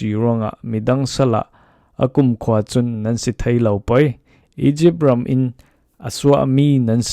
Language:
Falam Chin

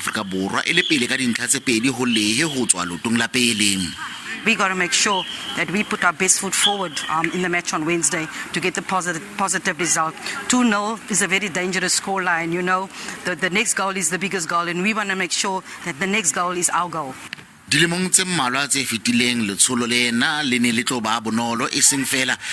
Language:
Southern Sotho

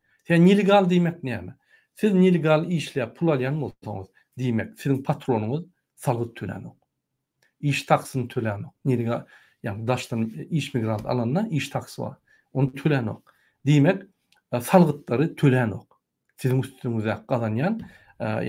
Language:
Turkmen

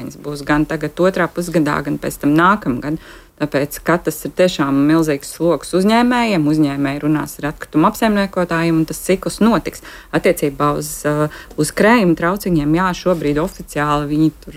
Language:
Latvian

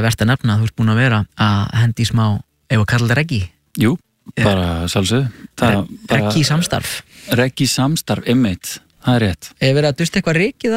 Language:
Icelandic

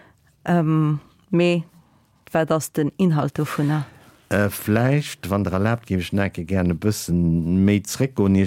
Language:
Luxembourgish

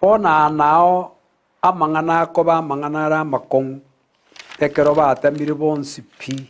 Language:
Gusii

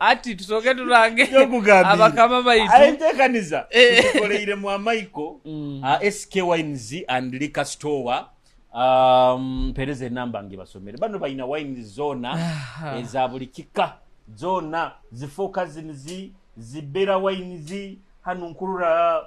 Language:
Nyoro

